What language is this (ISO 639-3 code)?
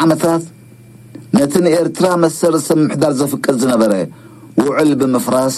tir